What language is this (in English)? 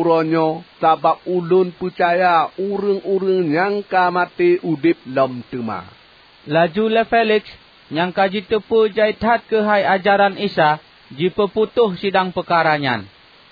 Achinese